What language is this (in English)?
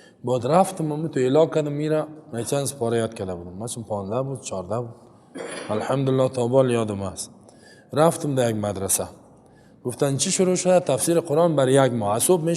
Persian